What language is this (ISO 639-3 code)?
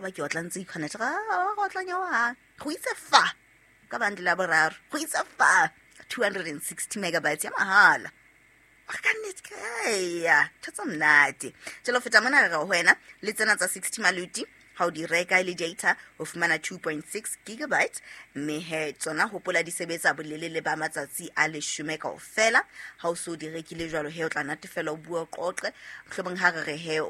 sot